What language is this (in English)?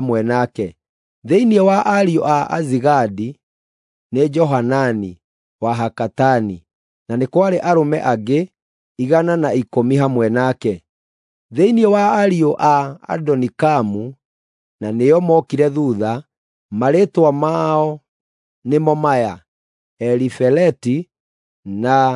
Kikuyu